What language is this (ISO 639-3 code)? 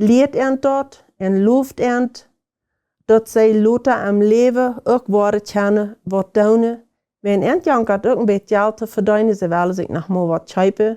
pdt